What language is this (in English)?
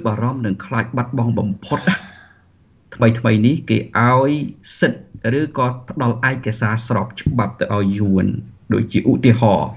Khmer